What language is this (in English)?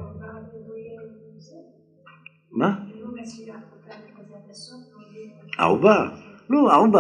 Hebrew